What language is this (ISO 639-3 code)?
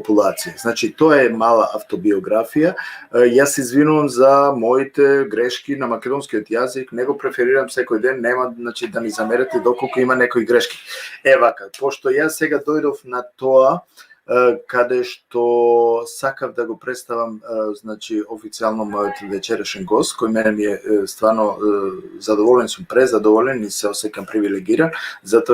rmn